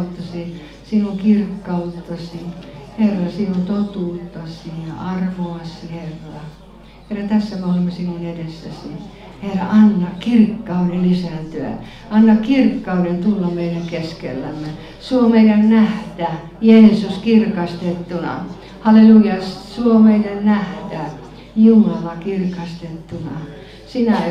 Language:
Finnish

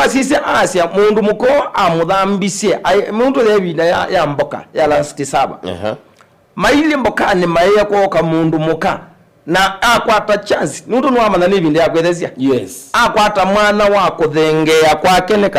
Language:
Kamba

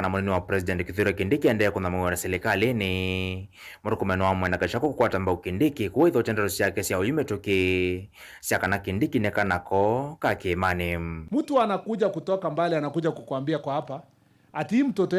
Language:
Kamba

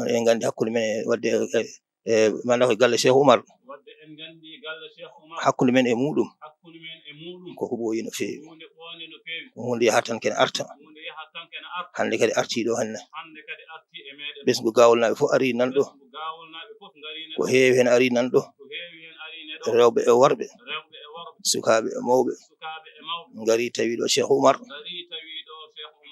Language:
Fula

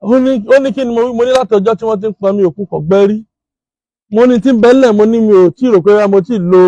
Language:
Yoruba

